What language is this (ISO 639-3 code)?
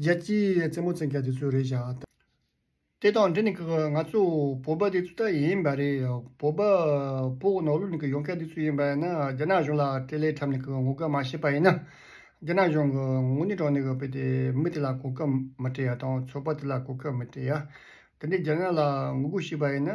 bod